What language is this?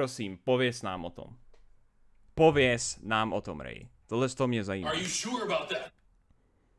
Czech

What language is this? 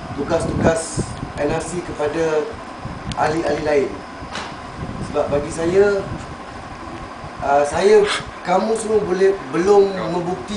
Malay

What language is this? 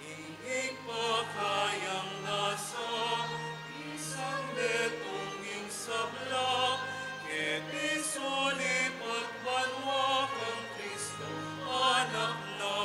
Pampanga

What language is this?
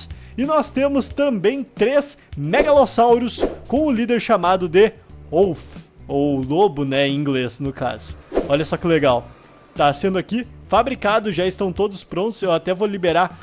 Portuguese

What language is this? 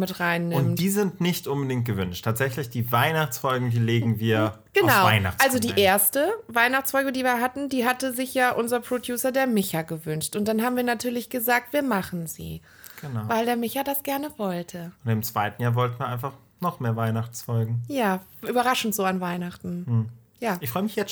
German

